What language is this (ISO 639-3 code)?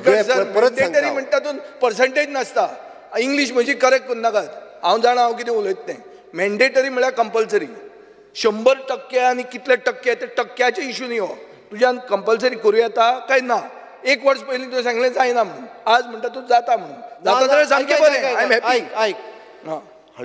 kok